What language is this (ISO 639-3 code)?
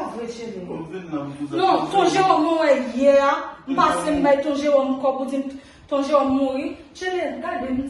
hat